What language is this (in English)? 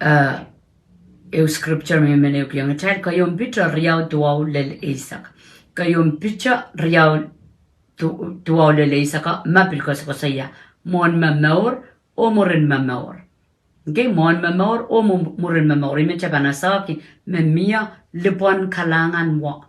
Pohnpeian